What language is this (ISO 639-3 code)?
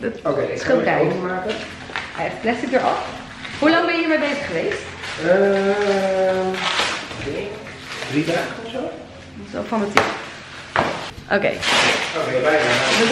nld